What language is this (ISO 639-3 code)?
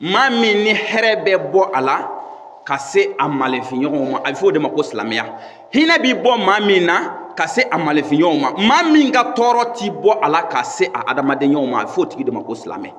bam